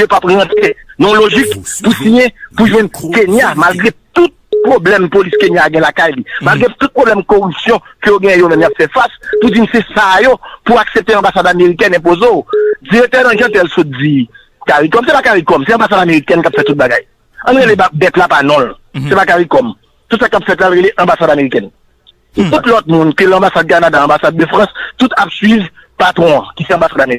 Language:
Haitian Creole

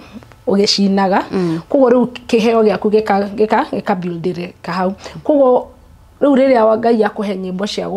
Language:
Kikuyu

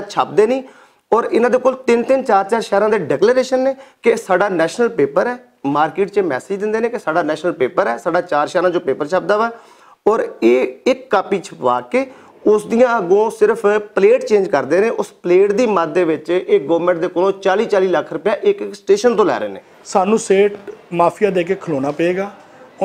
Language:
Western Panjabi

